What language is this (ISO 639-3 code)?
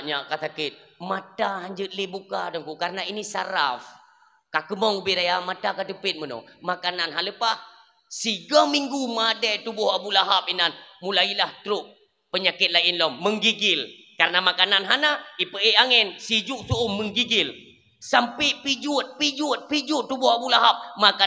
ace